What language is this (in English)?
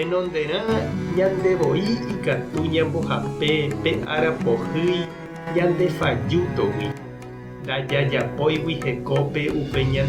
Guarani